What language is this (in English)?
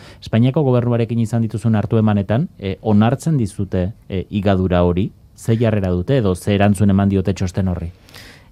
Basque